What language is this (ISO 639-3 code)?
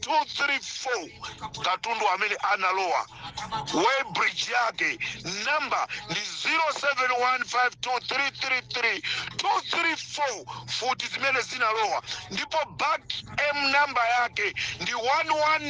nya